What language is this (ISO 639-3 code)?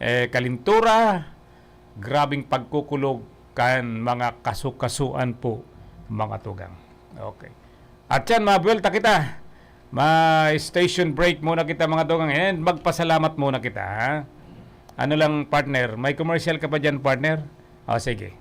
bik